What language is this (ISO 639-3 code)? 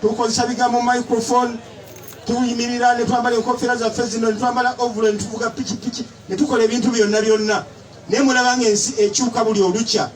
lug